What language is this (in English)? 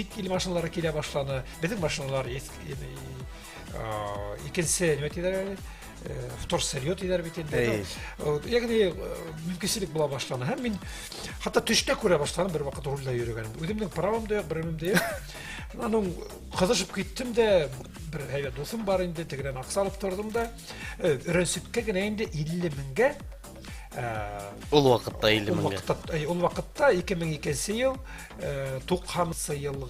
Bashkir